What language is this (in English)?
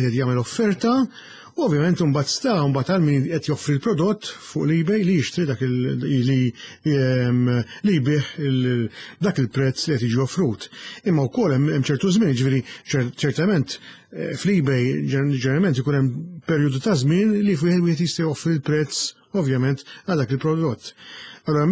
Maltese